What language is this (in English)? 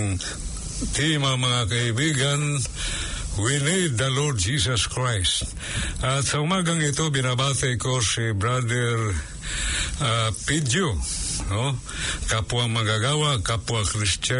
Filipino